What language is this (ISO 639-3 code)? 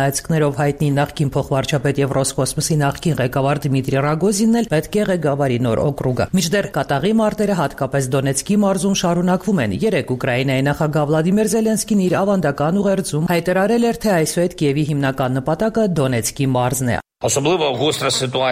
hye